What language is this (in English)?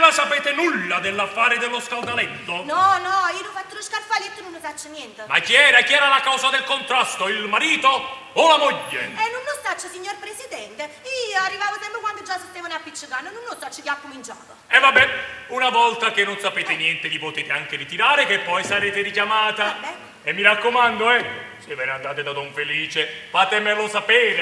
Neapolitan